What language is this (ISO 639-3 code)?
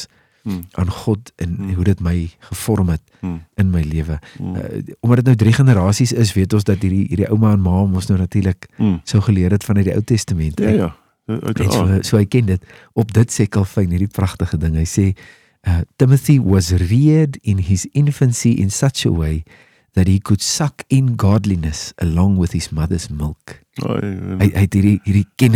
afr